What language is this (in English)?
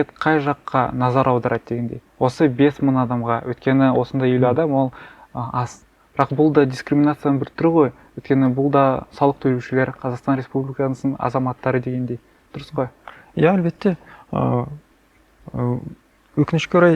Kazakh